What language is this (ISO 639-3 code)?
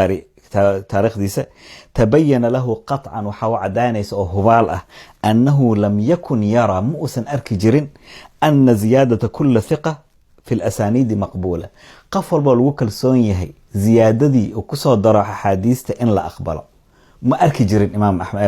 som